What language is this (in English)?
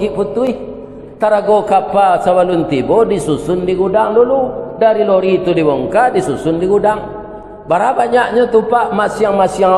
Minangkabau